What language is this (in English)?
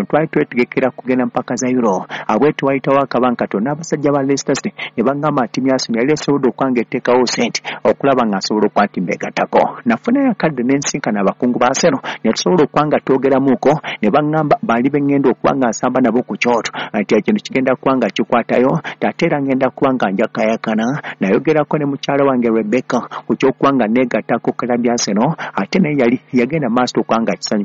Ganda